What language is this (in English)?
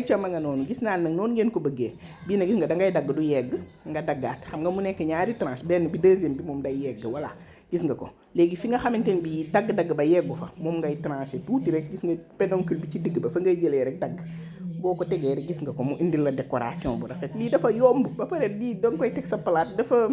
Wolof